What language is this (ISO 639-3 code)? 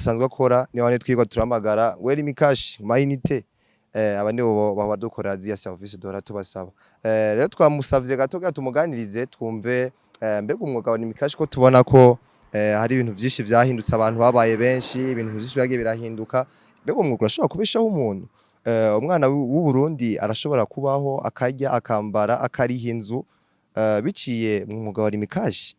run